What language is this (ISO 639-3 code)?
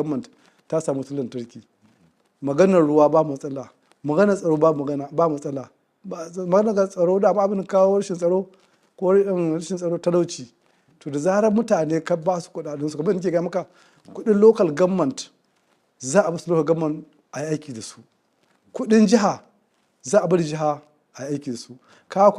hau